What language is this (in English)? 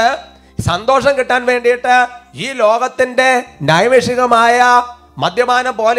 Malayalam